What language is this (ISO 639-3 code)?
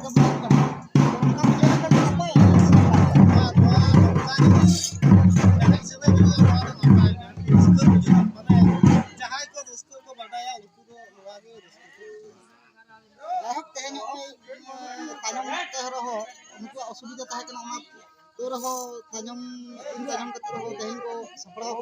sat